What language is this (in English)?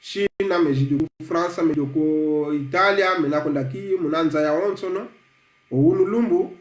Kongo